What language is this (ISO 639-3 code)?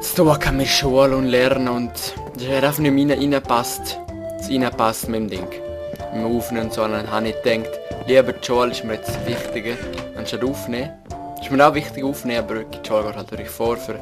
gsw